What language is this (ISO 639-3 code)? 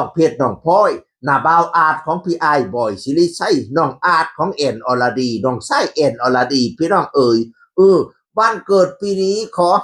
tts